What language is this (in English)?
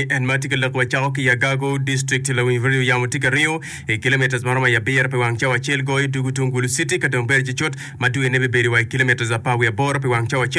Acoli